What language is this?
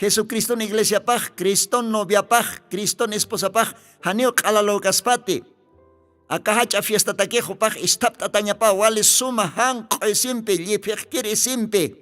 Aymara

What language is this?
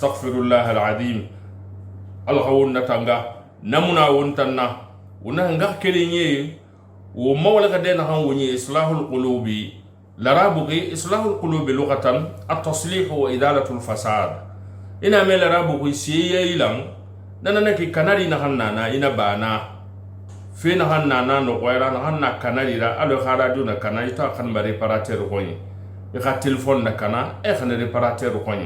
Susu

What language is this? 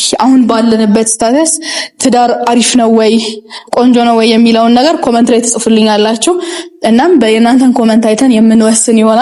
Amharic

